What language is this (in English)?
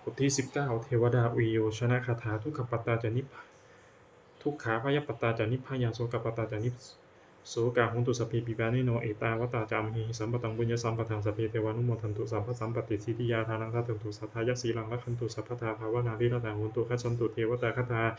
Pali